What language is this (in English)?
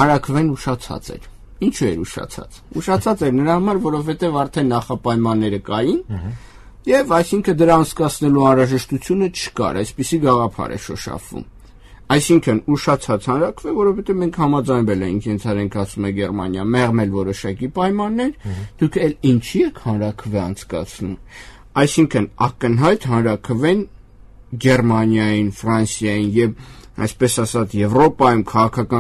Armenian